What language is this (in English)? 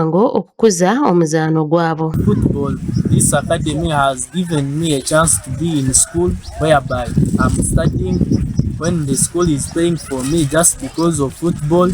Nyankole